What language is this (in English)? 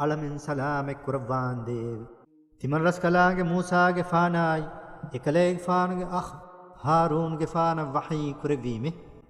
Divehi